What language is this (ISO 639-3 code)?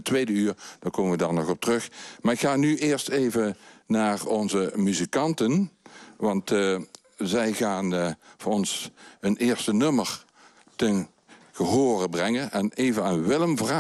nld